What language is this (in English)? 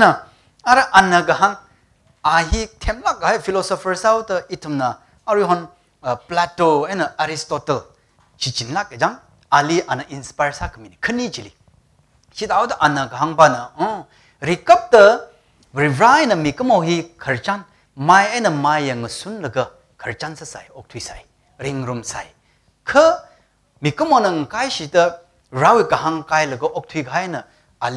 Tangkhul Naga (India)